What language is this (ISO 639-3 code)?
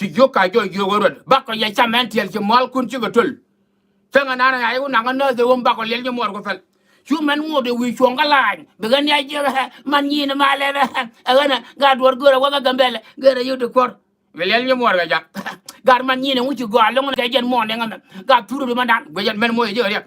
nus